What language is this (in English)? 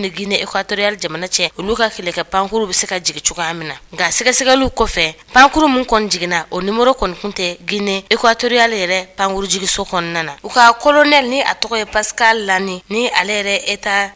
Bambara